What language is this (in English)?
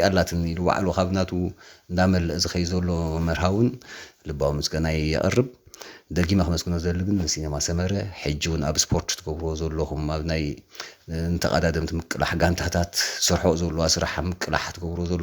Tigrinya